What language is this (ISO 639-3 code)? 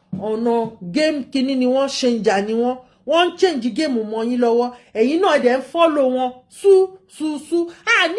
yor